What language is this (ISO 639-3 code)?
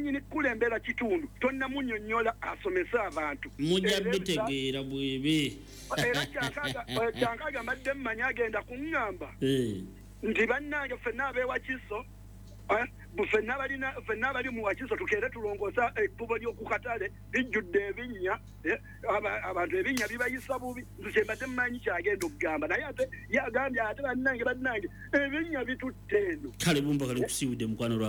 lug